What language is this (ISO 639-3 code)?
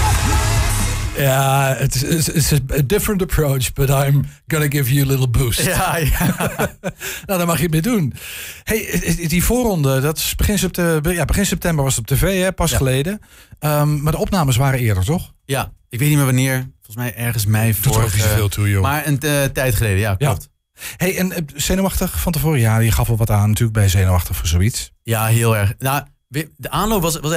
nld